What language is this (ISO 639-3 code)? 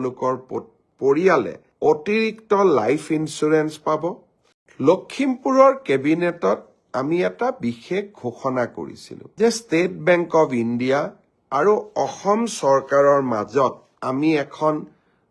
asm